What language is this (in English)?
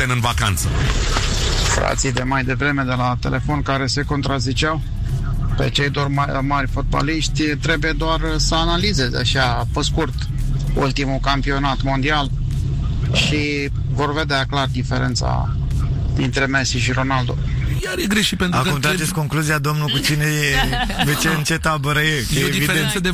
Romanian